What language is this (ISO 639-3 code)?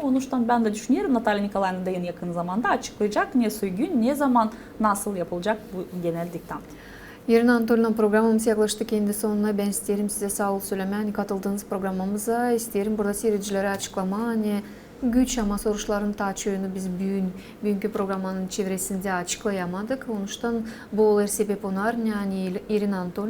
gag